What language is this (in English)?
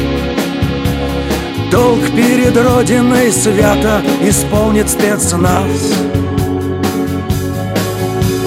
Russian